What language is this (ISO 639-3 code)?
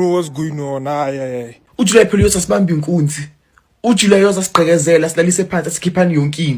zul